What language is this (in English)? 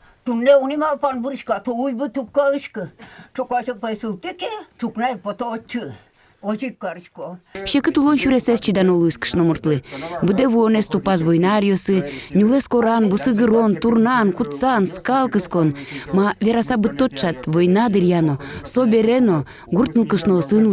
Udmurt